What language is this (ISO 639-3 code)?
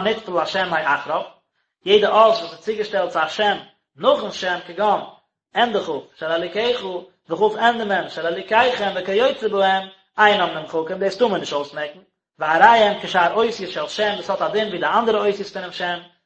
yid